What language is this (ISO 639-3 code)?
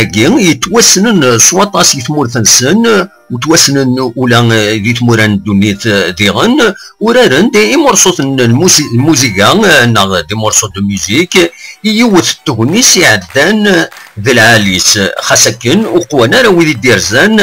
kab